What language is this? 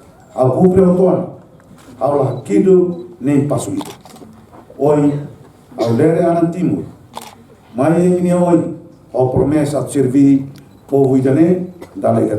Tetum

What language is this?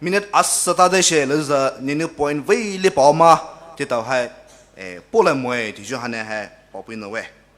Poumei Naga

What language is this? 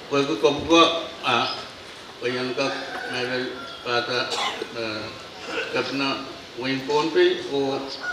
Pohnpeian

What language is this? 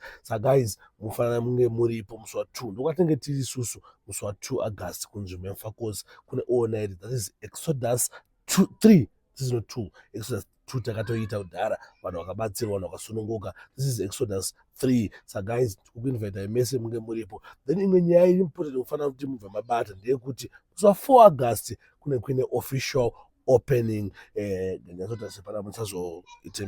Shona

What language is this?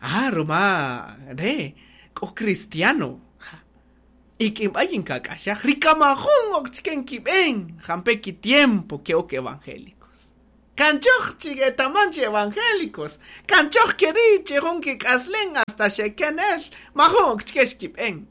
Kaqchikel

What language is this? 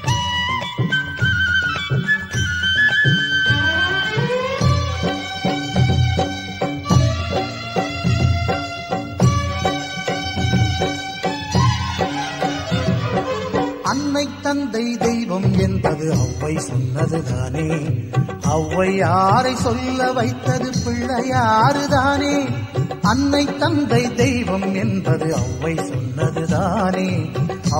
Tamil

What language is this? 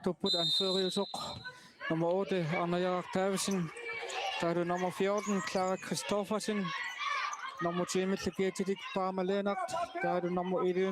Kalaallisut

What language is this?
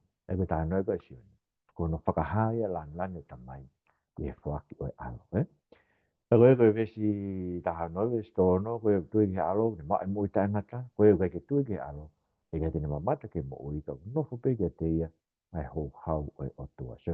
Tongan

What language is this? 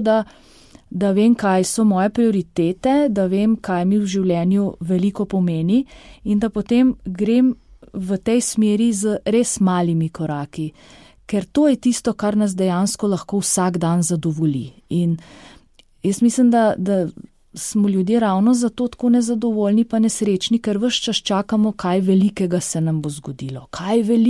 Slovenian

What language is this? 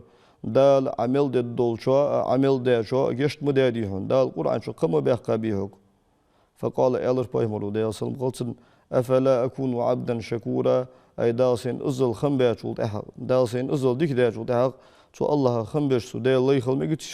Ingush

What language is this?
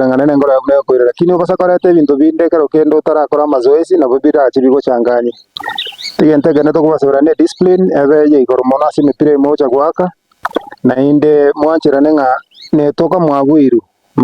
Gusii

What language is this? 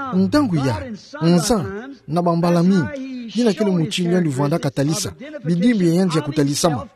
Kituba (Democratic Republic of Congo)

